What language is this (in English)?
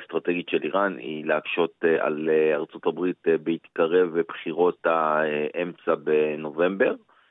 Hebrew